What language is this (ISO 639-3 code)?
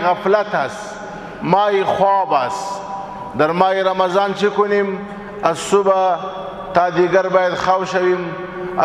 pus